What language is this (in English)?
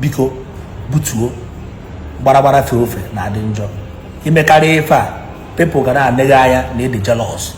Igbo